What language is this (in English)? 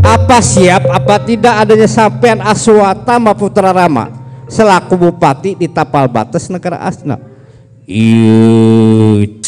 Betawi